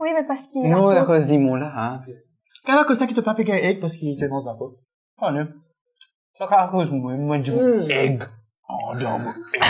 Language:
Morisyen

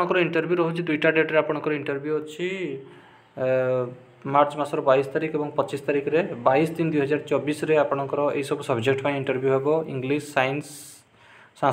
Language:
Odia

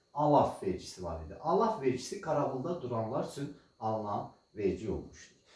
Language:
Azerbaijani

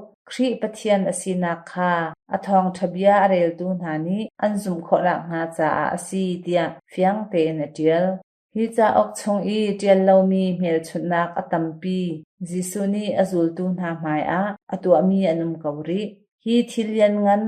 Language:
Hakha Chin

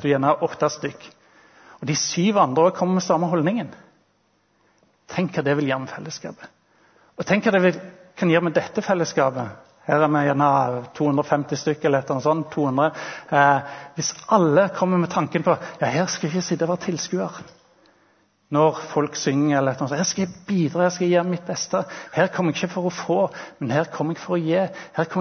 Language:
Norwegian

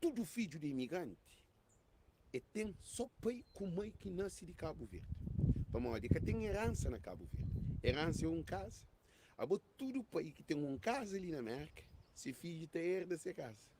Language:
Kabuverdianu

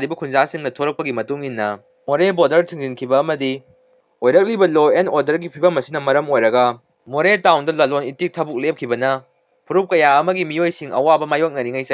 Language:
Manipuri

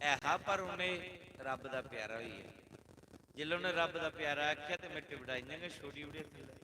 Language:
Dogri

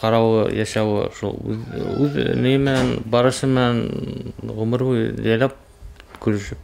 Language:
Bashkir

